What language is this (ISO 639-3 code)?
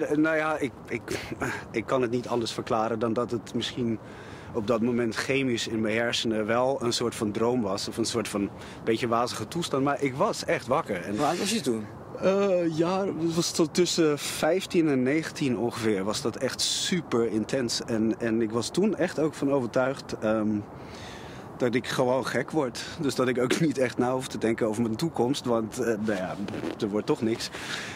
nld